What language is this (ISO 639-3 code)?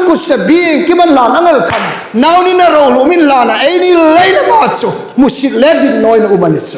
hmr